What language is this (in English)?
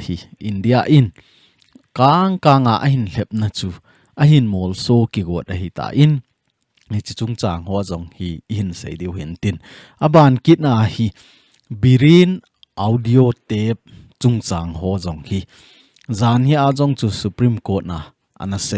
Thado Chin